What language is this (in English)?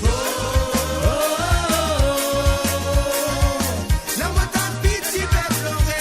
Morisyen